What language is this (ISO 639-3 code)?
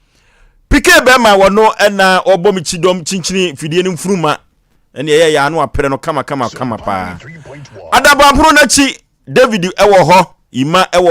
aka